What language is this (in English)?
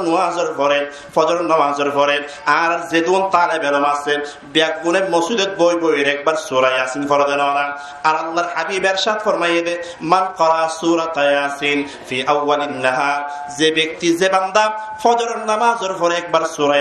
Rohingya